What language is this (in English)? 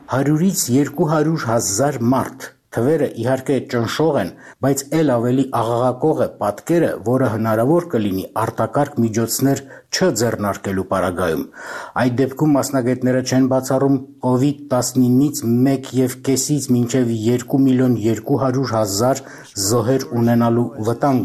Armenian